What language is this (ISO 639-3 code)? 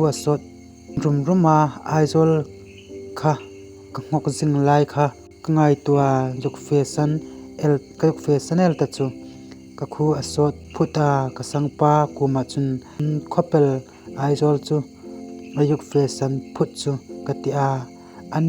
hmr